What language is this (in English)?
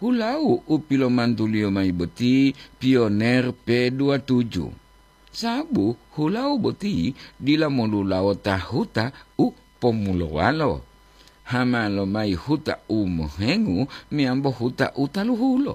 Gorontalo